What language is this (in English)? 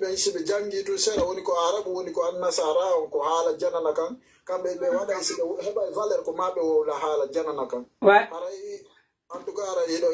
Pular